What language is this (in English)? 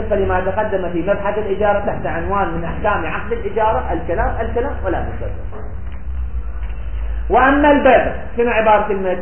Arabic